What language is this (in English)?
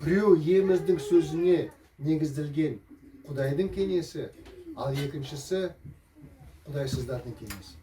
Kazakh